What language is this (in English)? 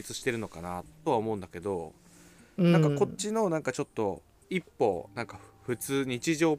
Japanese